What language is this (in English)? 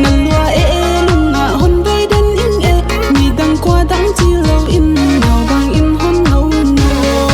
Paite Chin